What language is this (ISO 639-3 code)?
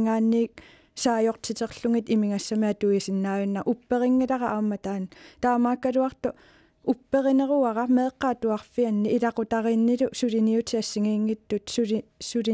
kal